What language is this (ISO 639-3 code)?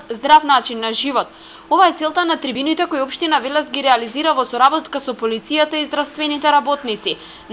mkd